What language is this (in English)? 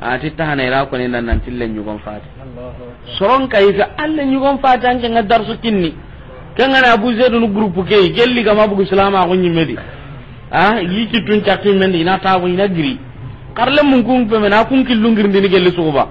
Soninke